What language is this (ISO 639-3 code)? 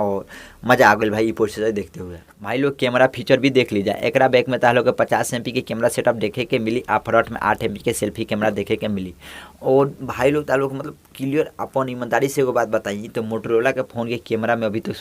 bho